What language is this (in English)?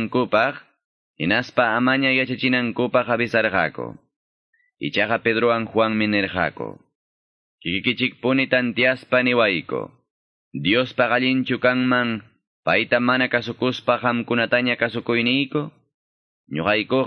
Quechua